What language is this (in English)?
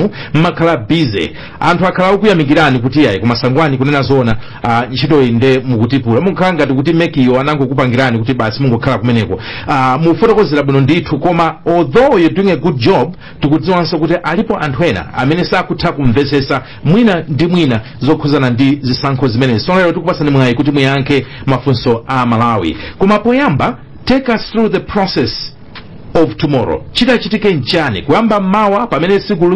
Nyanja